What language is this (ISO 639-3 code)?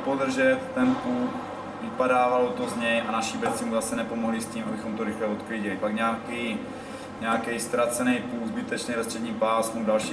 ces